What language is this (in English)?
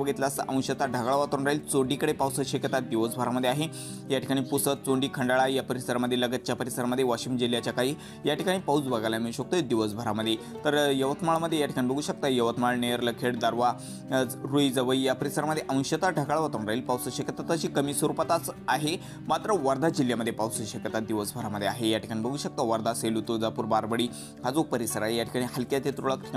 Marathi